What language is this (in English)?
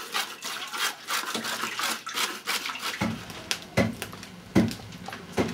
Czech